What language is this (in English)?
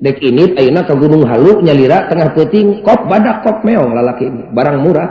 Sundanese